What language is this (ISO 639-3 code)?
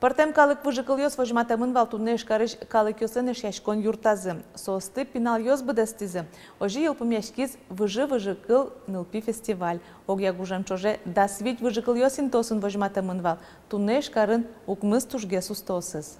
udm